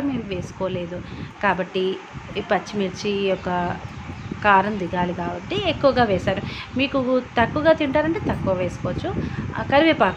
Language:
Telugu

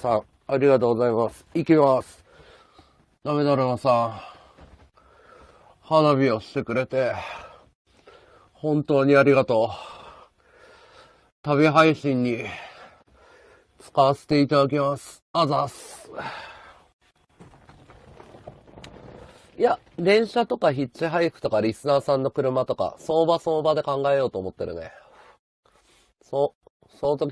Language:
Japanese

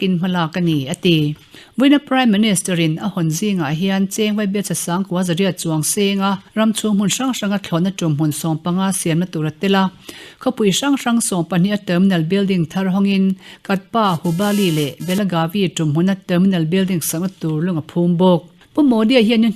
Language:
Mizo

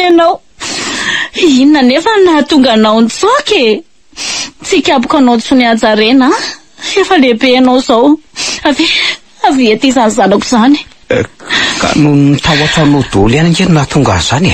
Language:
Malagasy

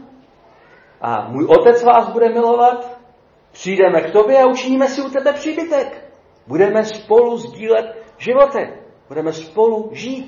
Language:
Czech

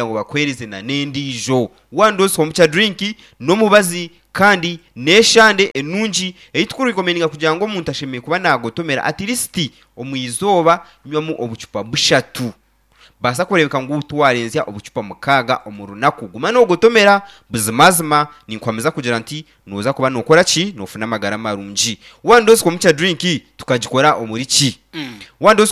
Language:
Nyankole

